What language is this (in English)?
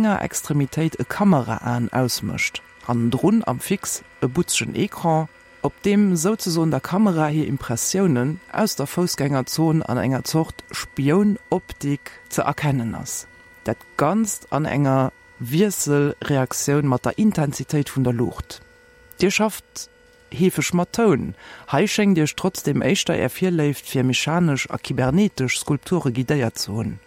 Luxembourgish